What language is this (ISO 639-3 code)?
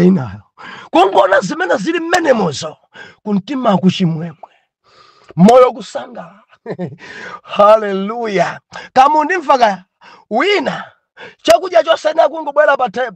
nya